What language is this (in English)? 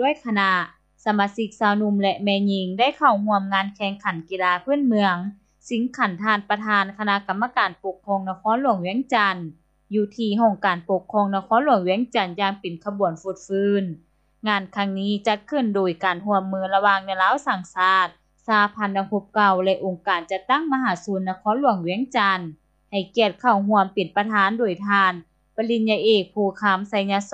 Lao